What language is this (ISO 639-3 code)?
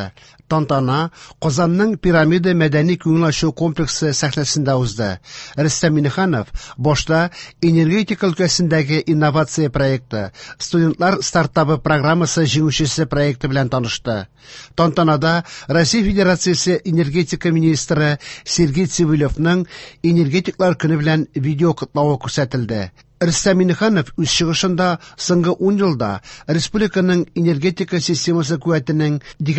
tat